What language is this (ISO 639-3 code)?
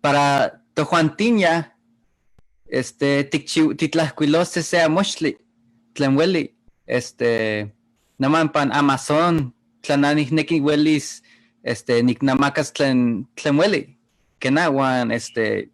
nhe